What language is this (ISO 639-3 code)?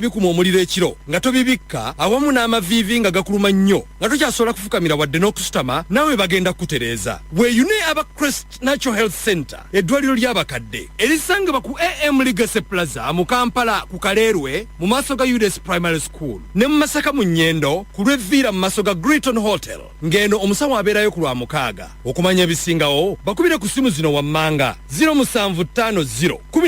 lug